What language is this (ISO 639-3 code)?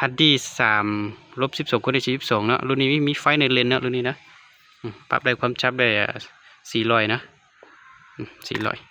lao